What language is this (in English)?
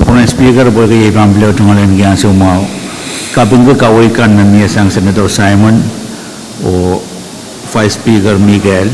Pohnpeian